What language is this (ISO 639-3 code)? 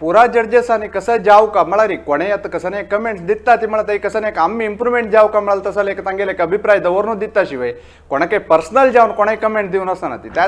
kok